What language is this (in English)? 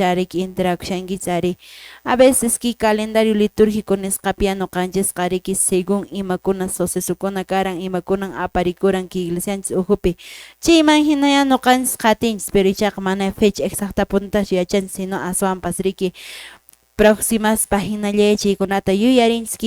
Quechua